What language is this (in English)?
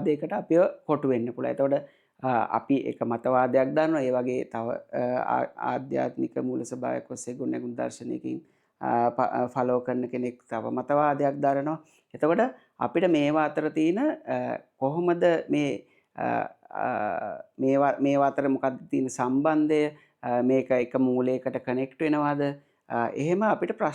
Sinhala